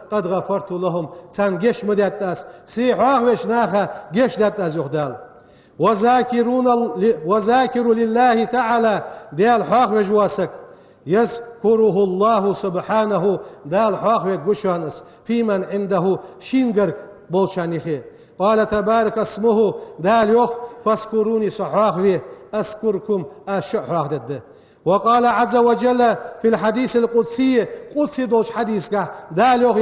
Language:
Ingush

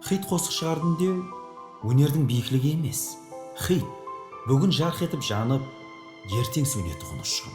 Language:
Kara-Kalpak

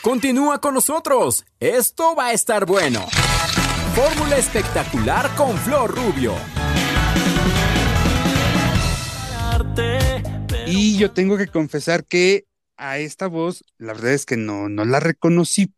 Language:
Spanish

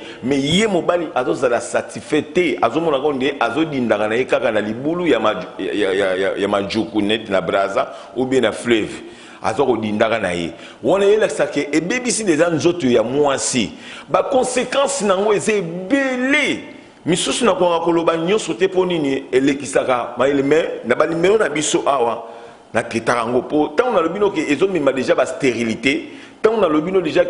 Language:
Lingala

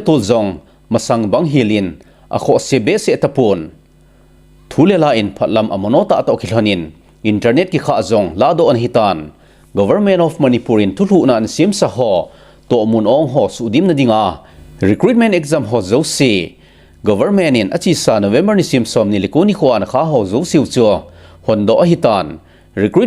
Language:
Thado Chin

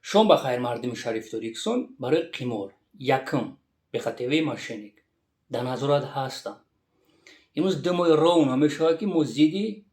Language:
Tajik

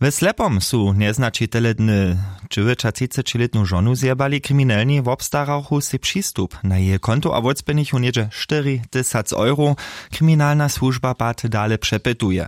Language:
Upper Sorbian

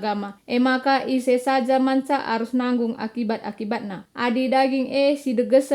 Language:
Batak Karo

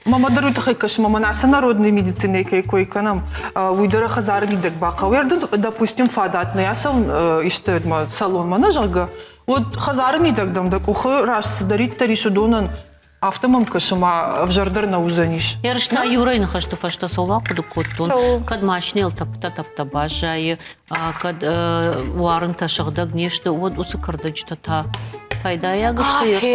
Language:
Ossetic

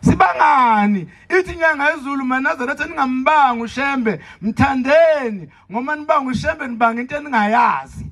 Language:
Zulu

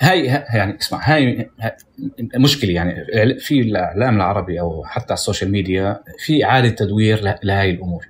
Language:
North Levantine Arabic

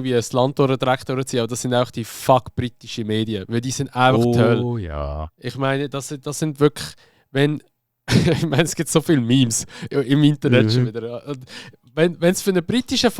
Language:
Swiss German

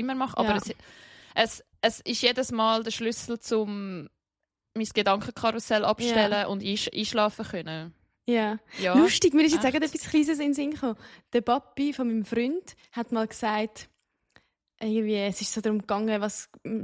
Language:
Swiss German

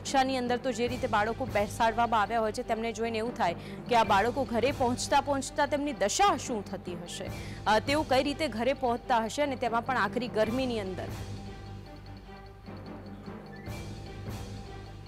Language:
Gujarati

